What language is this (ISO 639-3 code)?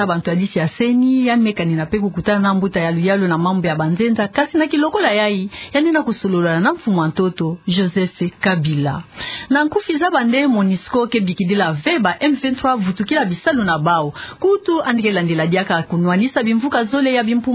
ktu